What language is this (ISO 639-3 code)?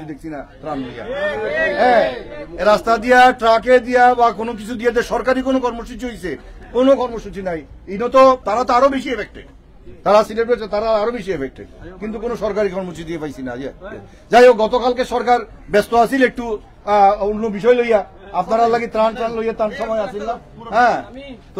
syl